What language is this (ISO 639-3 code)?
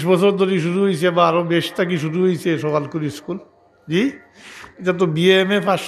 syl